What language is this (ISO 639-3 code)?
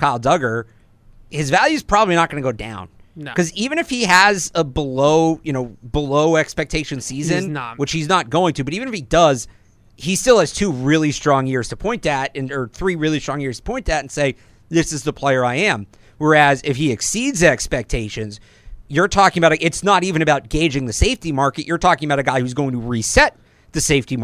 eng